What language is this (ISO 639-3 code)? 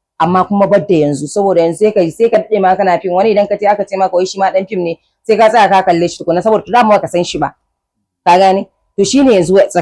hau